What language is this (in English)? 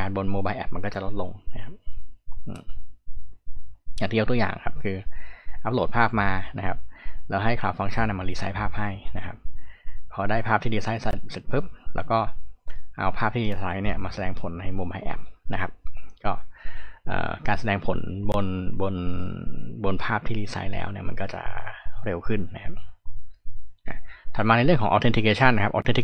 Thai